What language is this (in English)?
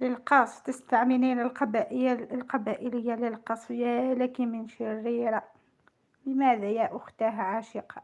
Algerian Arabic